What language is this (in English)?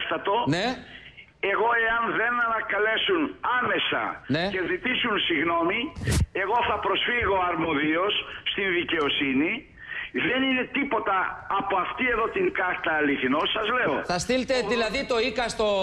Greek